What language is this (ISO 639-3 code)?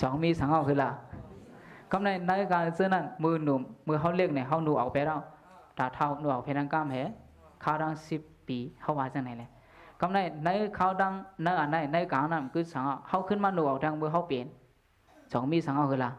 shn